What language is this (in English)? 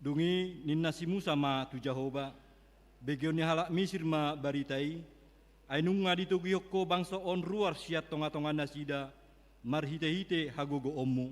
Batak Toba